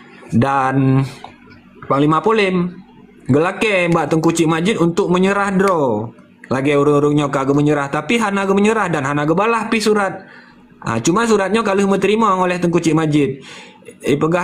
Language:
Achinese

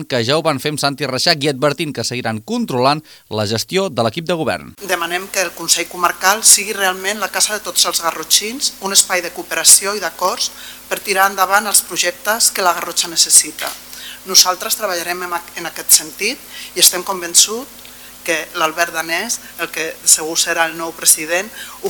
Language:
Catalan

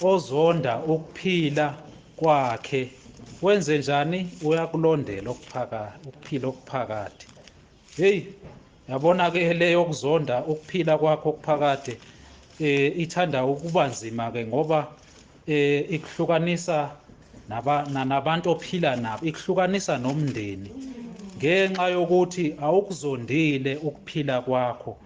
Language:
Zulu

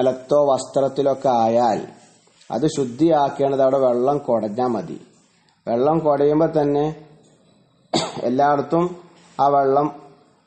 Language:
Malayalam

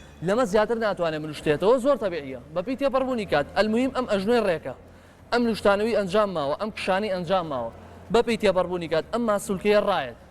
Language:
Central Kurdish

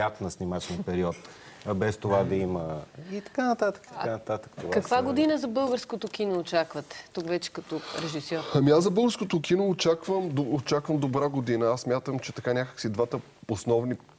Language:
Bulgarian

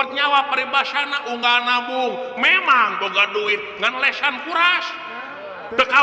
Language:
Sundanese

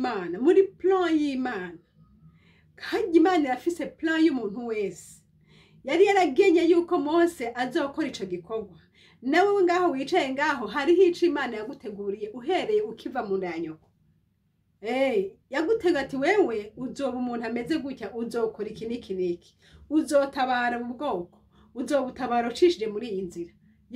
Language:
Rundi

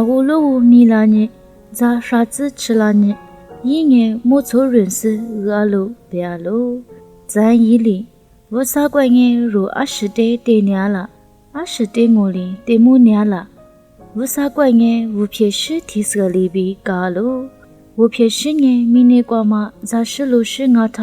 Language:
Lisu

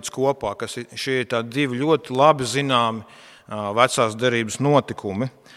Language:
Latvian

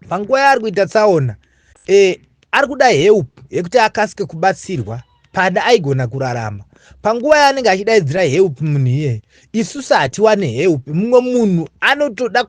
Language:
Shona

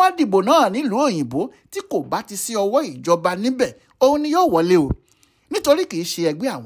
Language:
Yoruba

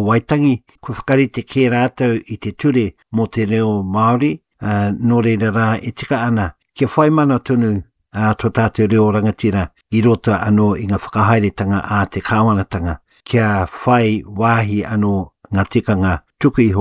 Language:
Māori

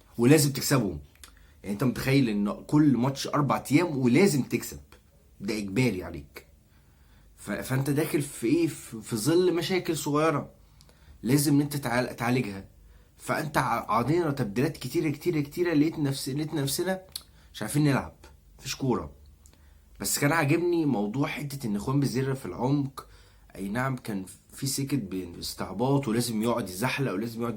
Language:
Egyptian Arabic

